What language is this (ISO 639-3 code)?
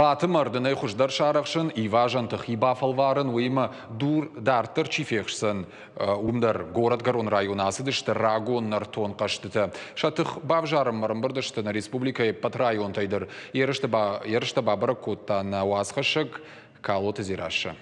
oss